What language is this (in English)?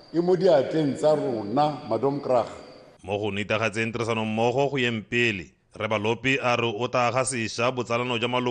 Tswana